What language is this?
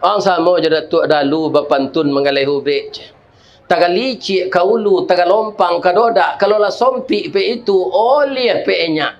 Minangkabau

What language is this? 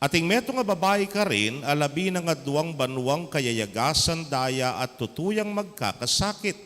Pampanga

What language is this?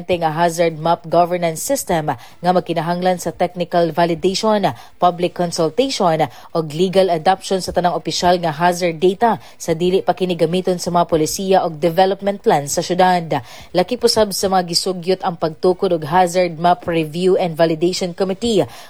Cebuano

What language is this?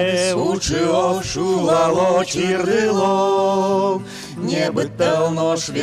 Udmurt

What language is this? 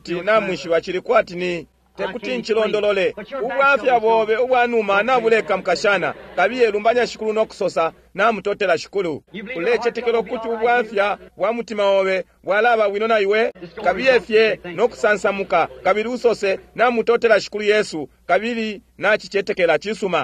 Bemba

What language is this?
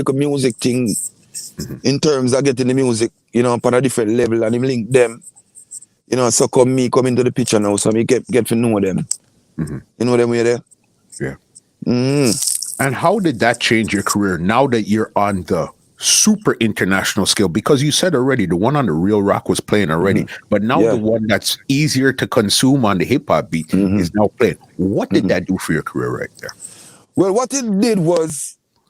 Jamaican Creole English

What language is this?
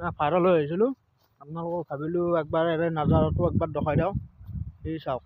Assamese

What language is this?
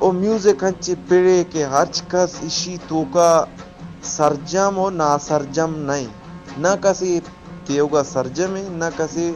Eastern Balochi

